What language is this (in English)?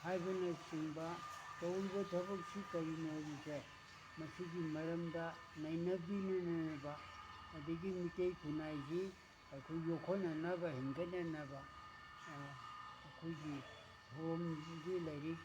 Manipuri